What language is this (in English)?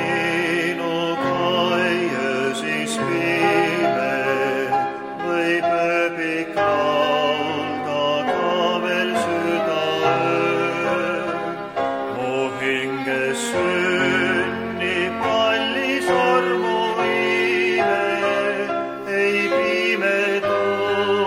Estonian